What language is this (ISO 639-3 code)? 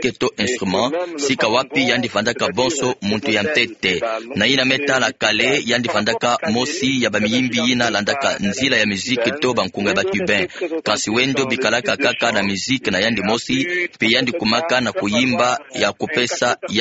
ktu